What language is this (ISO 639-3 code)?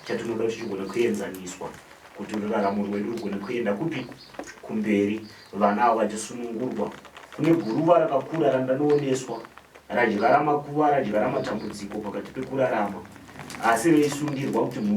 sna